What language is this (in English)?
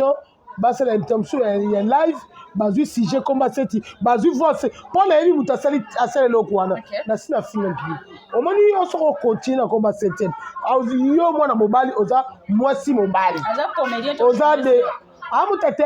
Lingala